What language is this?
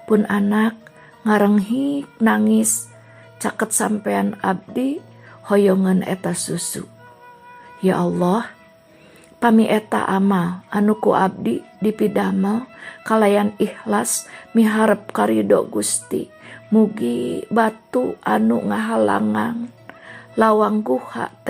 Sundanese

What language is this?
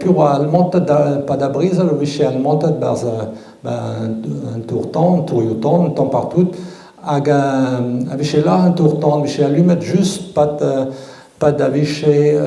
Breton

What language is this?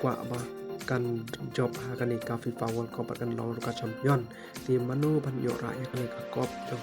Khasi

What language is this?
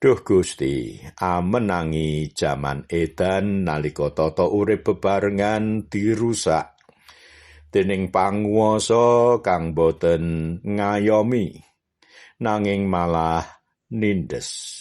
Javanese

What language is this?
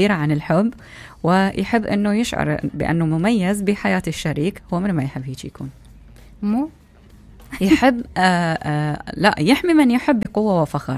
Mesopotamian Arabic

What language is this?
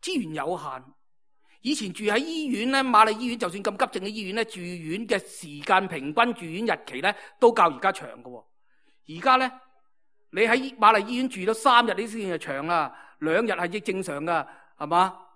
Cantonese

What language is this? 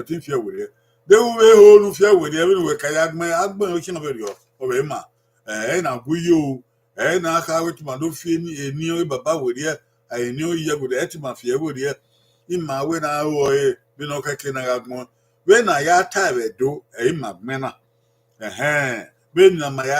Bini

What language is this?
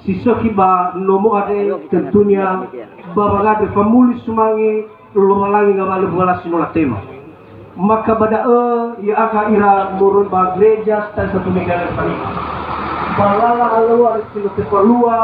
Nias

